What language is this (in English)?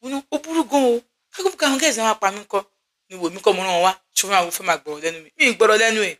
Yoruba